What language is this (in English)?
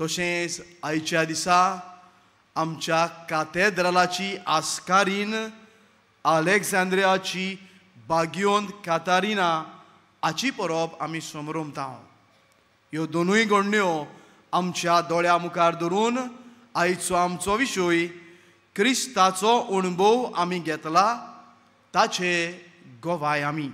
Konkani